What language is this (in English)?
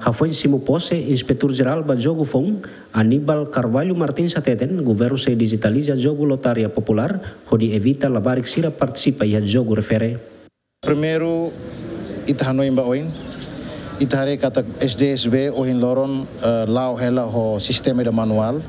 Tetum